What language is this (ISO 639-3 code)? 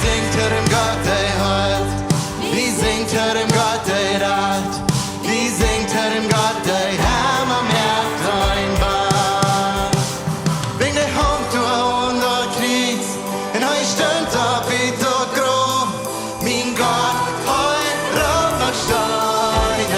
pdt